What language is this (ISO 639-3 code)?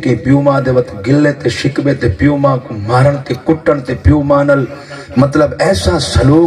skr